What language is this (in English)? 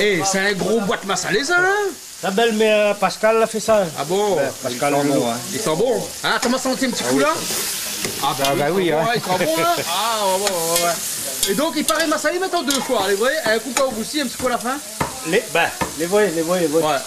Réunion Creole French